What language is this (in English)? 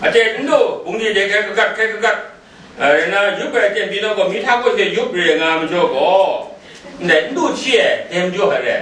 Kachin